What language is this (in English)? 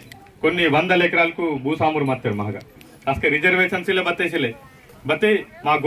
Aheri Gondi